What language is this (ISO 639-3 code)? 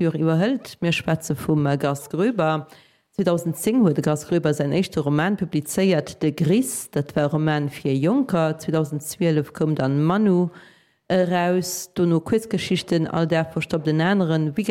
ltz